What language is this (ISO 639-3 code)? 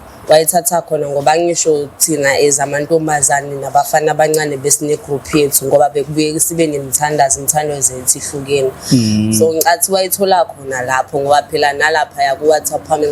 zul